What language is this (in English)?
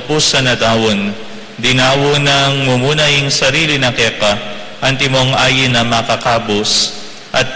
Pampanga